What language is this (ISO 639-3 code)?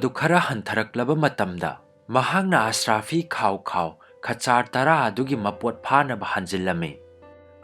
mni